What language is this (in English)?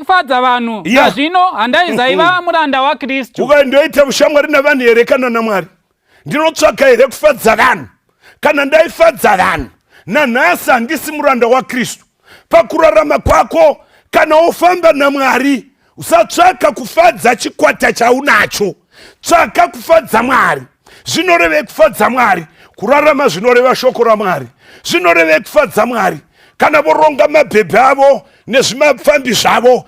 Shona